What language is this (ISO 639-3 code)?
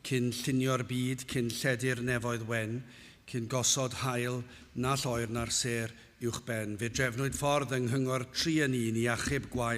cym